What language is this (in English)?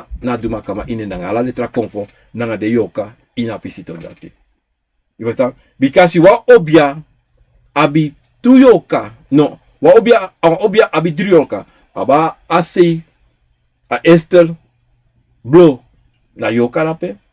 Sranan Tongo